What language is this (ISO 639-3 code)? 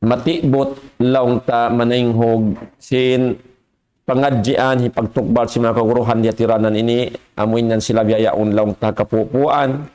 tsg